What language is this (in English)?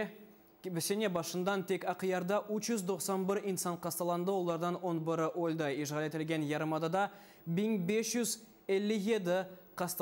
Crimean Tatar